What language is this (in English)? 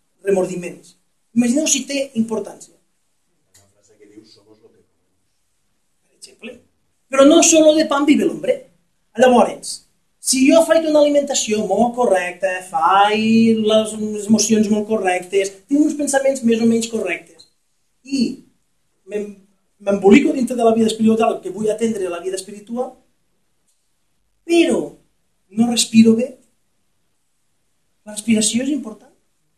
Catalan